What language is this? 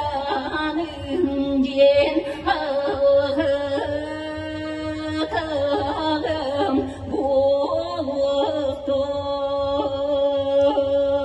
Yakut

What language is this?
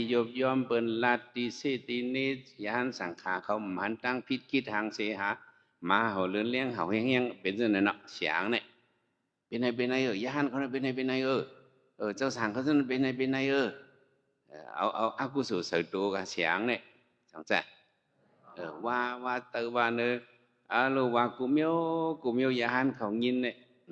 Shan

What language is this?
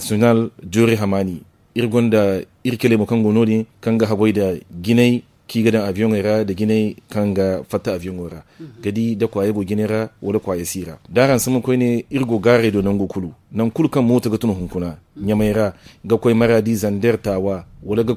Zarma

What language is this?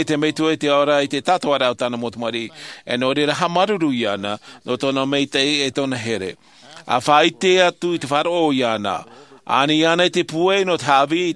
Tahitian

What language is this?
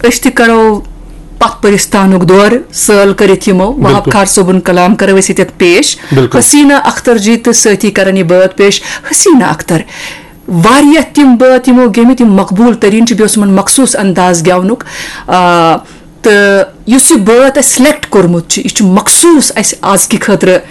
Kashmiri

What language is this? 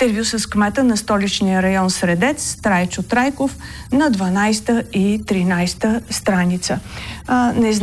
Bulgarian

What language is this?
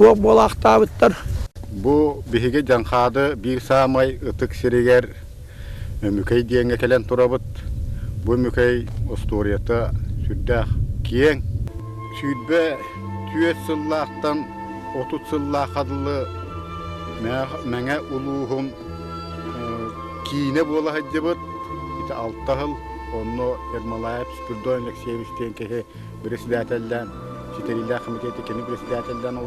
Yakut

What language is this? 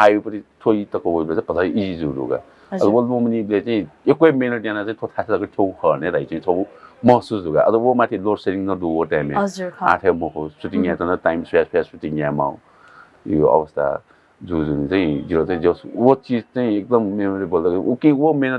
Newari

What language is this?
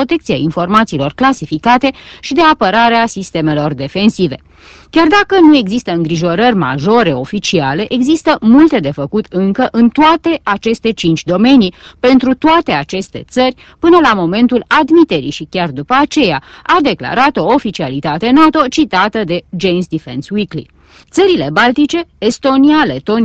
Romanian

